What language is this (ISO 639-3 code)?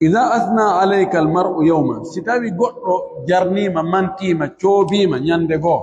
fuf